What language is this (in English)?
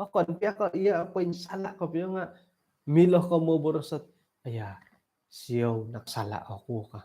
Central Dusun